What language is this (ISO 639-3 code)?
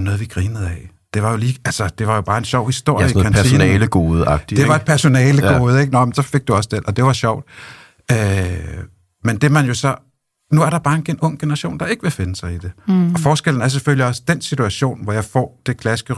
dan